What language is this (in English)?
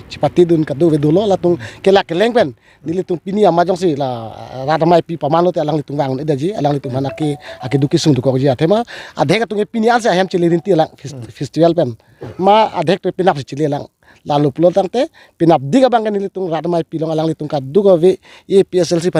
Karbi